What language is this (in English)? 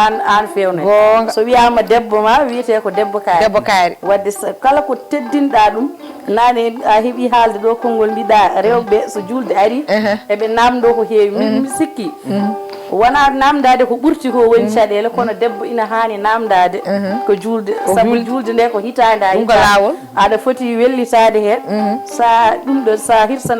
Fula